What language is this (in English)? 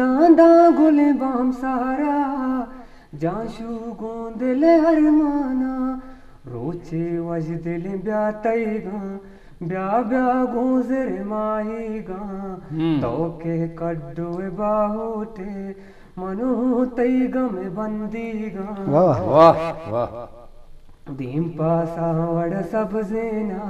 Eastern Balochi